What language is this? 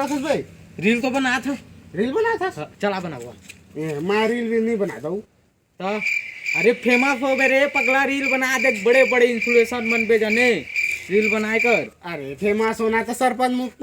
Chhattisgarhi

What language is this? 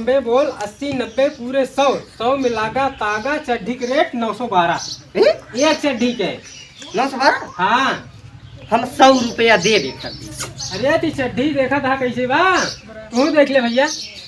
Awadhi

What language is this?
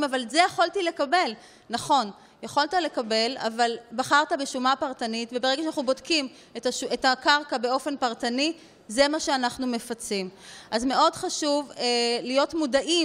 Hebrew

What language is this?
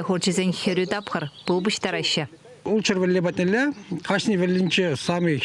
Chuvash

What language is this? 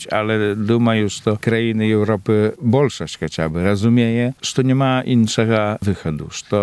Belarusian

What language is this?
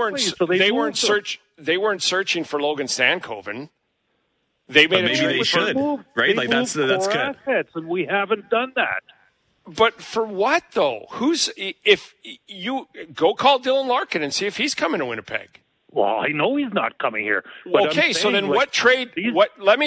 English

